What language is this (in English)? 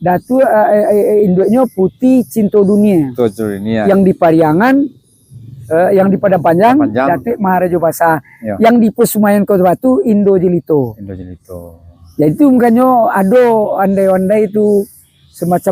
Minangkabau